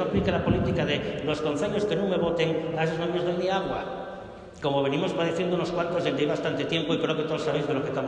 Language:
Asturian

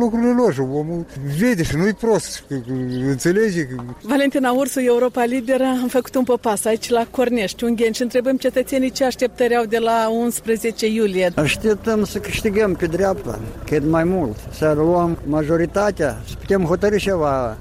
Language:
Romanian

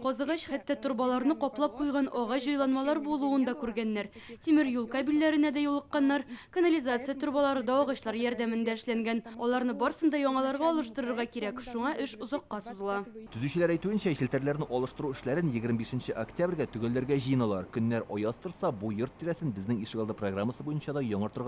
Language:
Tatar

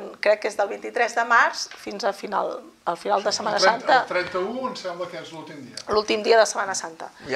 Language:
Catalan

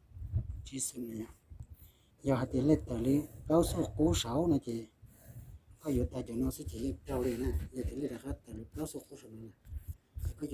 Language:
Hmong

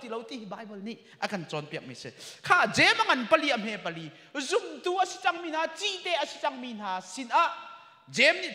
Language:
Hakha Chin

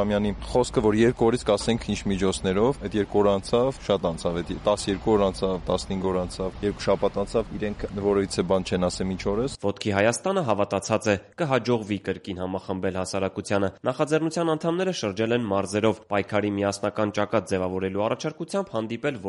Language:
Armenian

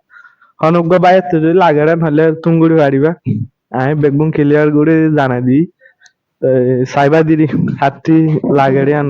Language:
Rohingya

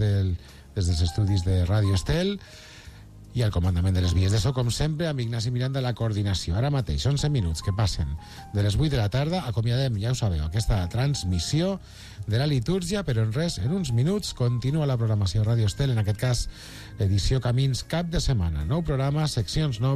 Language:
Catalan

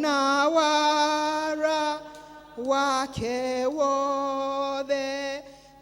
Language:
Kikuyu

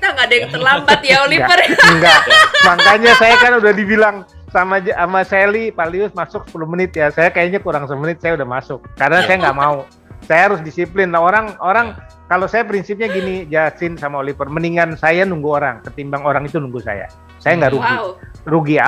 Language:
Indonesian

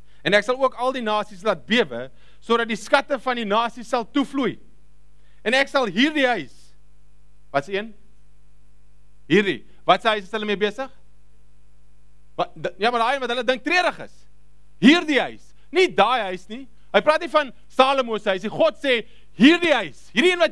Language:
Afrikaans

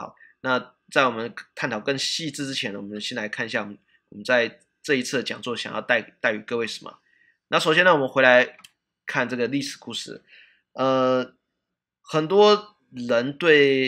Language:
Chinese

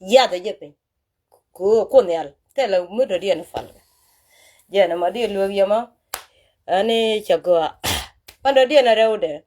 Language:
Nuer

